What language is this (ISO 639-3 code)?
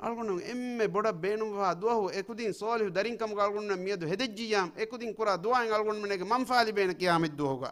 div